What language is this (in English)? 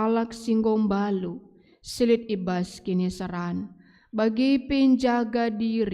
Batak Karo